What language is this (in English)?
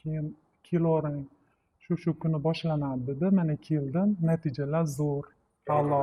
Uzbek